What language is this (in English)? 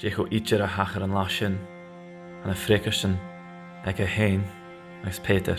Scottish Gaelic